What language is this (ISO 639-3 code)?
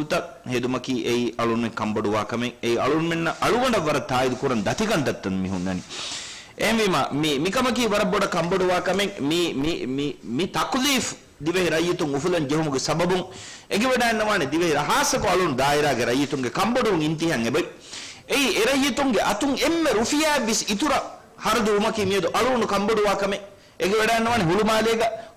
div